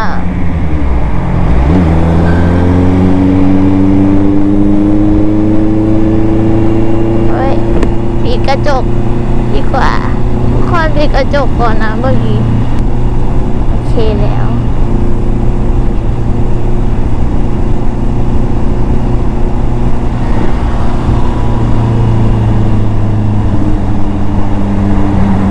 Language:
Thai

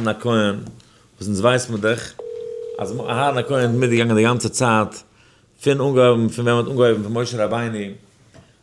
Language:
Yiddish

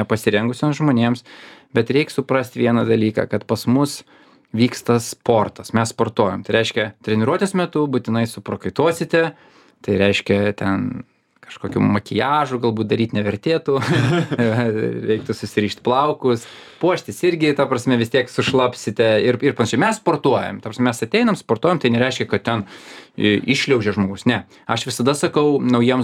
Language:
Lithuanian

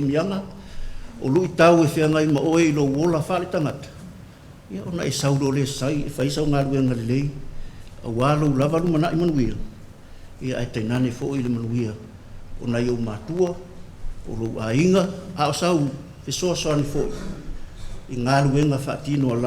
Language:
Samoan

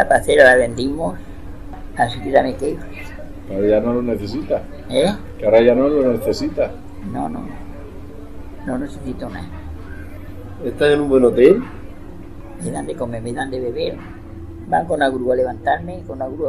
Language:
Spanish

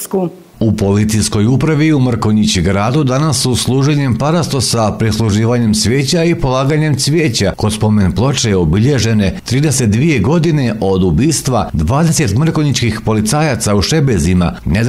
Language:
Croatian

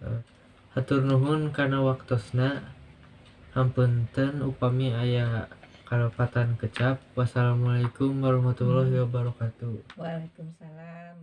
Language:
Sundanese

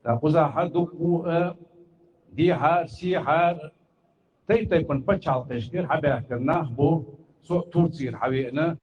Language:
Chechen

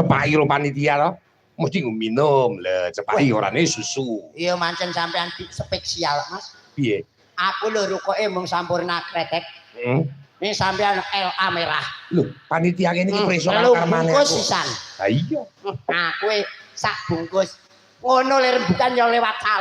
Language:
Javanese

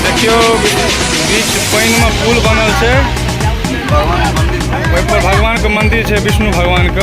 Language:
Maithili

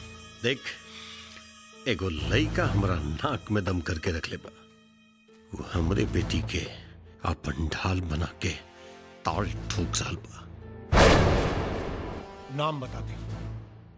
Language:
Bhojpuri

